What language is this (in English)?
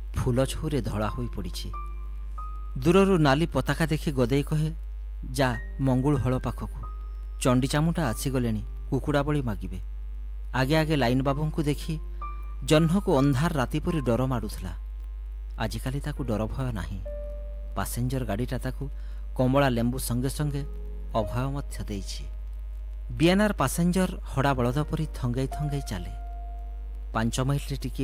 Odia